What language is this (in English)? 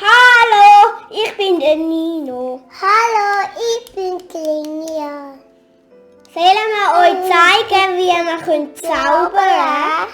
Swiss German